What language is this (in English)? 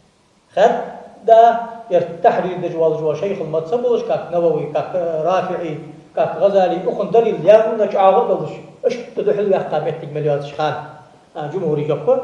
Ingush